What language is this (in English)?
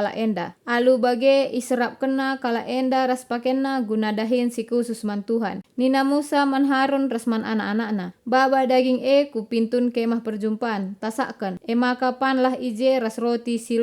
Batak Karo